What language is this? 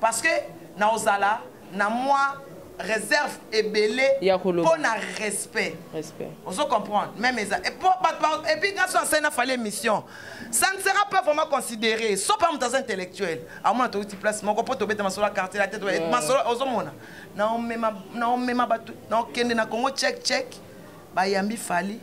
Lingala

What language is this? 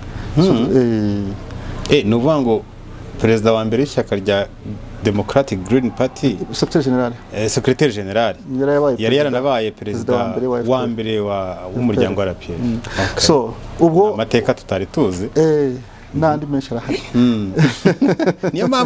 Kinyarwanda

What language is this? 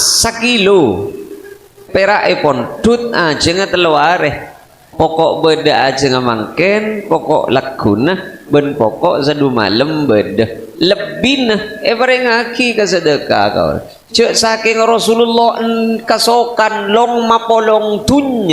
Madurese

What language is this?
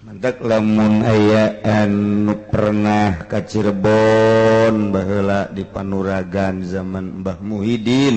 Sundanese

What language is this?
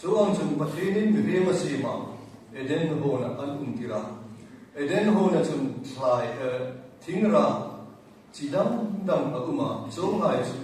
Hmar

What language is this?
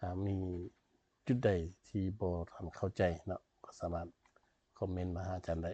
Lao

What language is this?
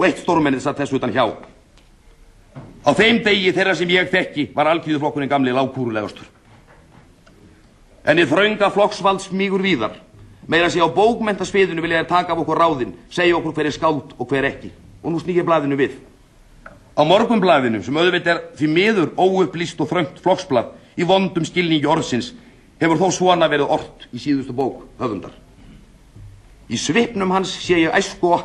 Icelandic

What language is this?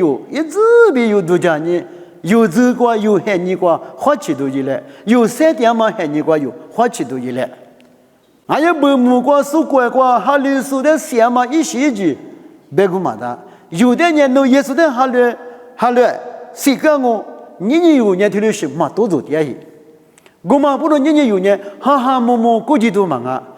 Lisu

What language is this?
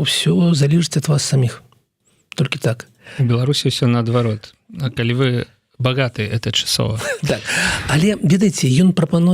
Belarusian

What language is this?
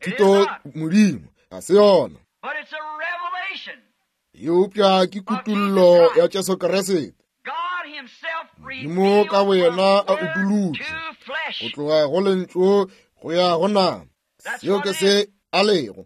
Northern Sotho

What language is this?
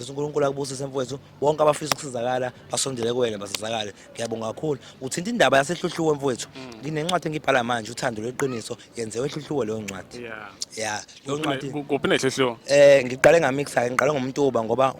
Zulu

